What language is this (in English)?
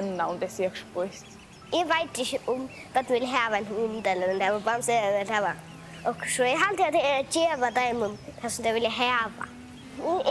Faroese